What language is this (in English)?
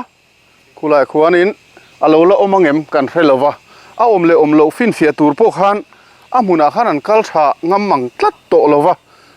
Mizo